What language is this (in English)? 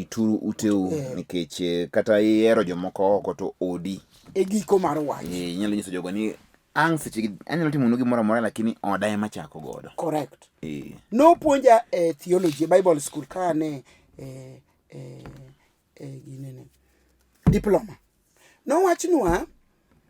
Luo (Kenya and Tanzania)